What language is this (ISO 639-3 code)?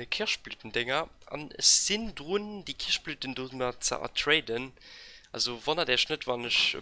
ltz